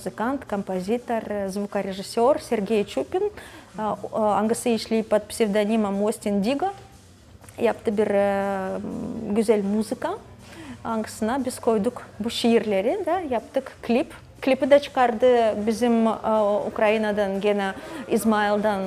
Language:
Gagauz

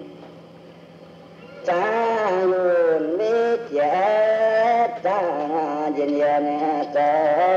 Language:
Vietnamese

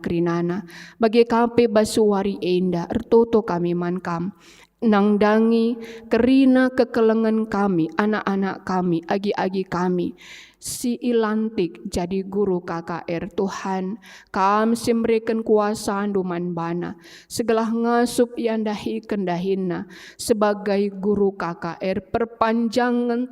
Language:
Batak Karo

